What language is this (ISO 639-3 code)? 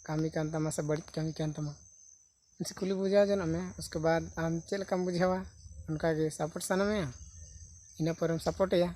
sat